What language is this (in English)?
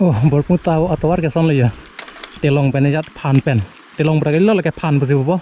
Karbi